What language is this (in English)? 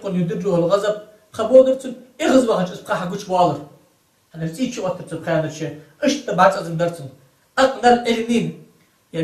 Ingush